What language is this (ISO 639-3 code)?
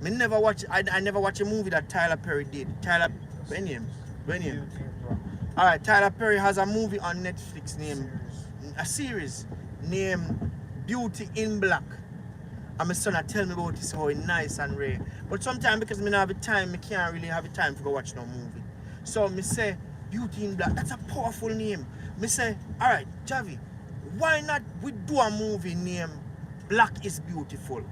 jam